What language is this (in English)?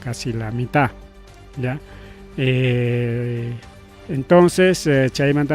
Ayacucho Quechua